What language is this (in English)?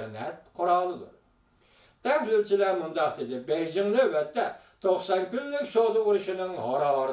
Uyghur